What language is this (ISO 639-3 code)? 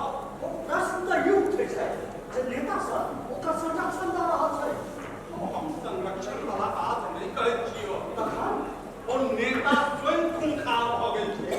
mai